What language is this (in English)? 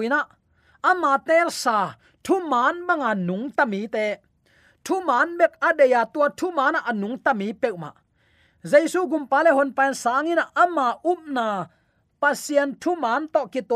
Tedim Chin